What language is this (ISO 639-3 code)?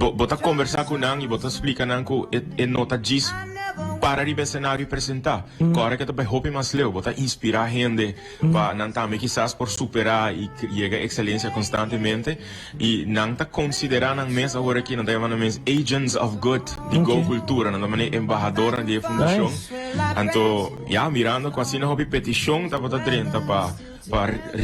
pap